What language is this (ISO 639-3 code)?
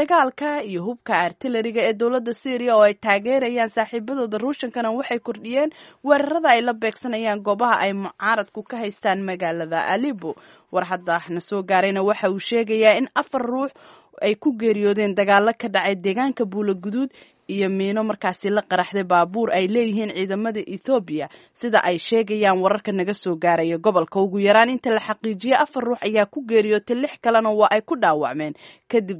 som